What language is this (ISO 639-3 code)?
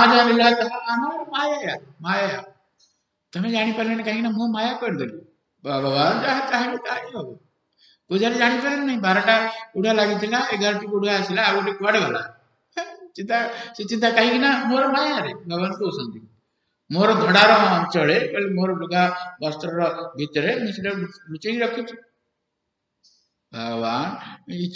ori